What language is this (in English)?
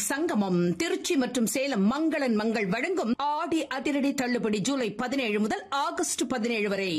Tamil